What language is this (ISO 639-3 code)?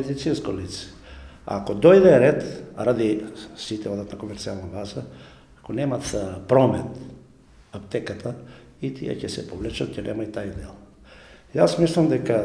mkd